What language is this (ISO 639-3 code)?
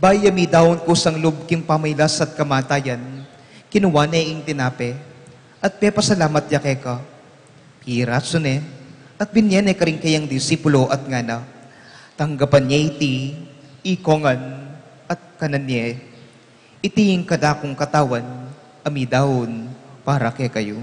pam